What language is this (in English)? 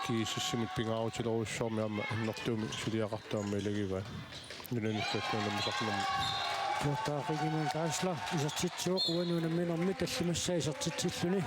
Kalaallisut